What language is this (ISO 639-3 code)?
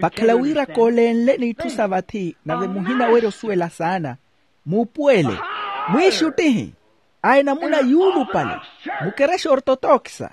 vmw